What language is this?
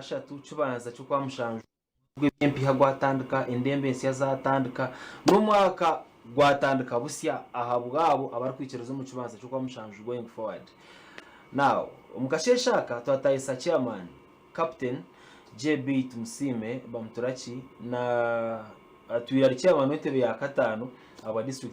Nyankole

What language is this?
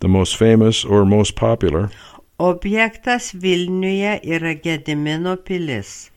Lithuanian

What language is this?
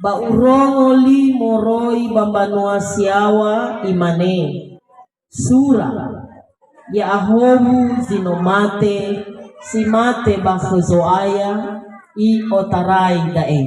Nias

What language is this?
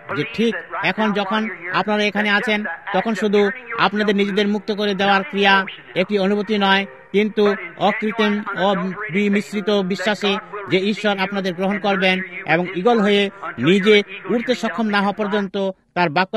Bangla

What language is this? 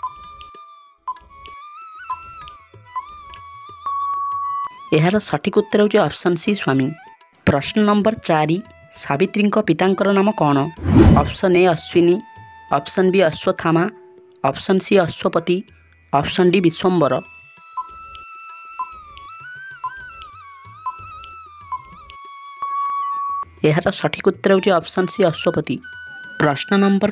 Odia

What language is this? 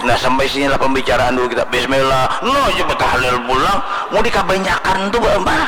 Banjar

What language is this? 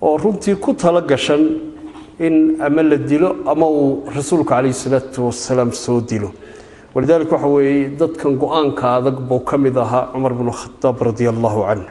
Somali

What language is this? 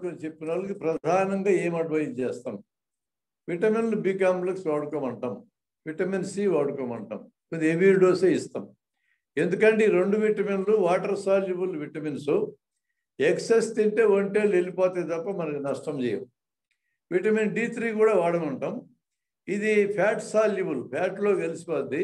Telugu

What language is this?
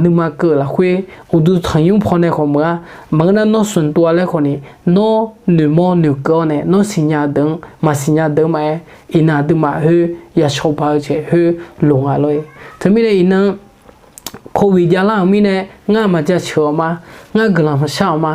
Akha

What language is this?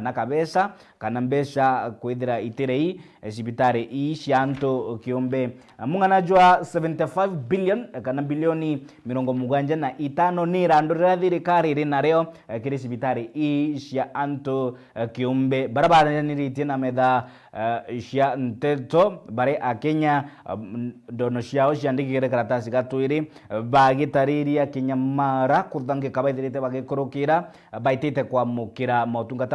Meru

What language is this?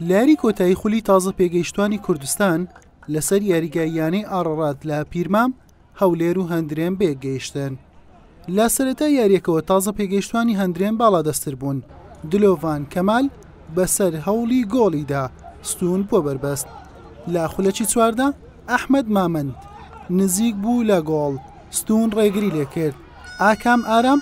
Central Kurdish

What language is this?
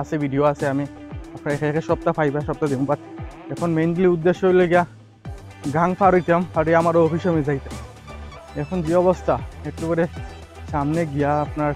Sylheti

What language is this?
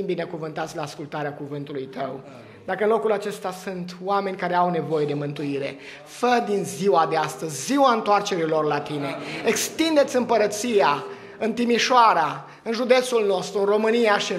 Romanian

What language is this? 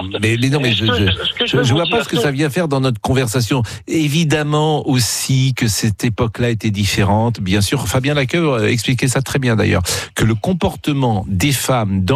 French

